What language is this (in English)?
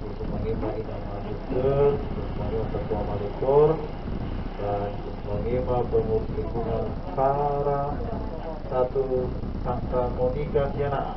Nias